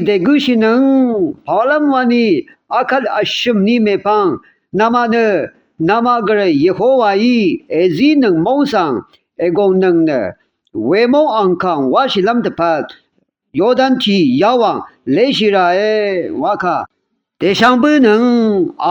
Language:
Rawang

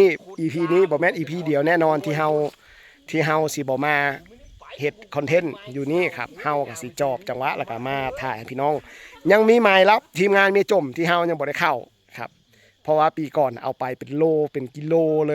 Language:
Northeastern Thai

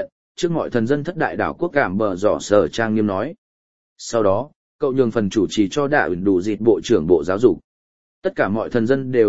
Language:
Vietnamese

